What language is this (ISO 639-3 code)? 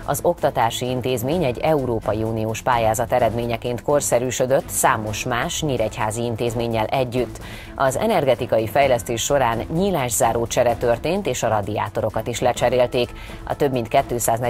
hun